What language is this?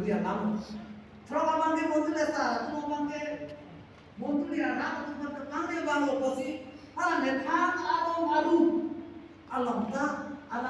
Karbi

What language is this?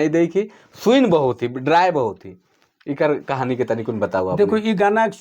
Sadri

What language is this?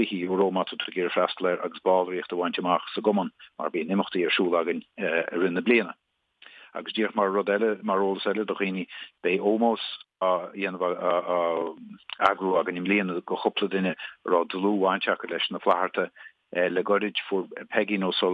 Irish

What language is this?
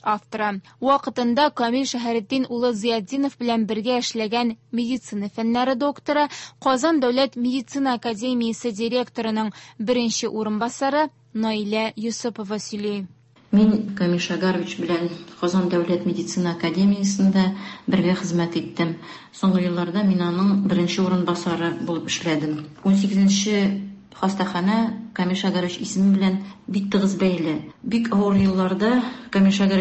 Tatar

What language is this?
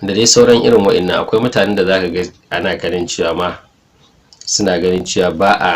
Hausa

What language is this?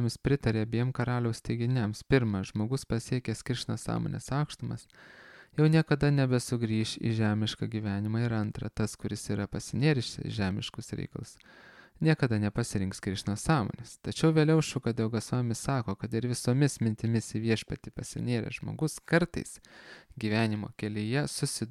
Lithuanian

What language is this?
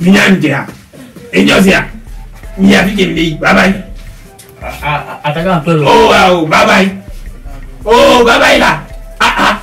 Ewe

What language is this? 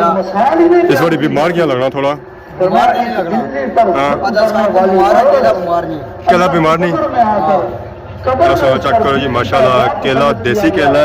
Pahari-Potwari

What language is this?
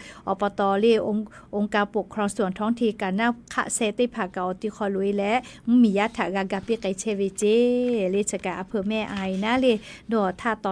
Lahu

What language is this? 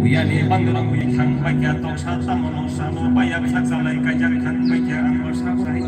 Kok Borok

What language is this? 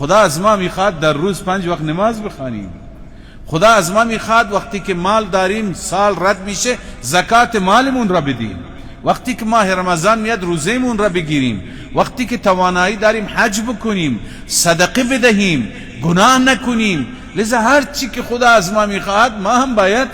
Persian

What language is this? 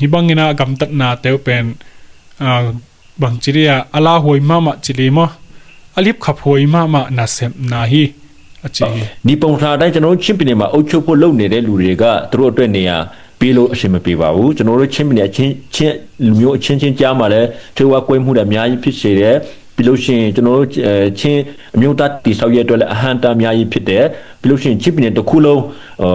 Tedim Chin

